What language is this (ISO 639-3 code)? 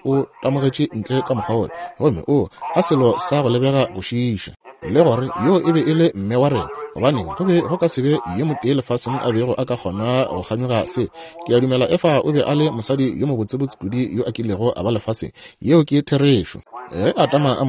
nso